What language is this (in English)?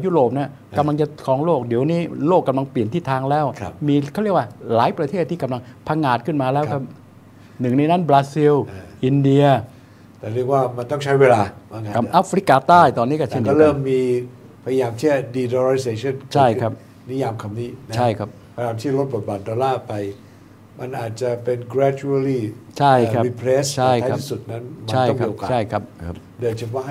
Thai